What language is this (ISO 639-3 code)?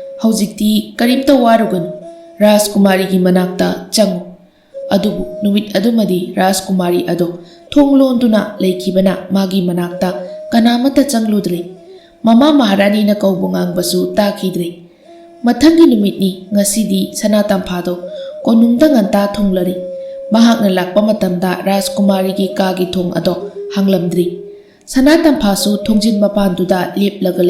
mni